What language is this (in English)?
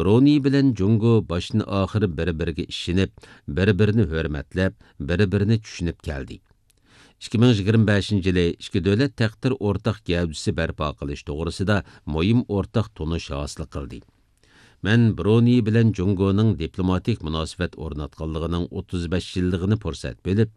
Uyghur